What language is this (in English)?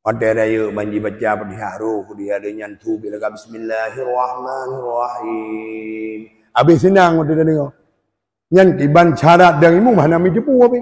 Achinese